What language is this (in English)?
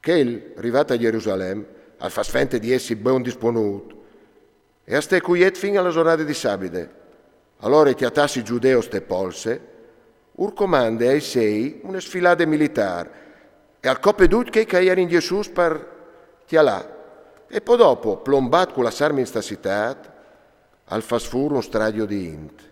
Friulian